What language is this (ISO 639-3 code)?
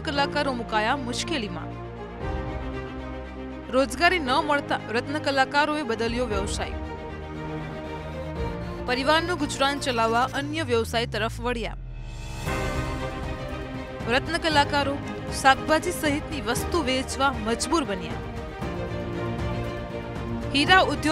guj